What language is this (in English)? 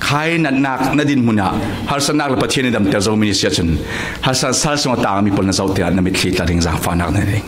Falam Chin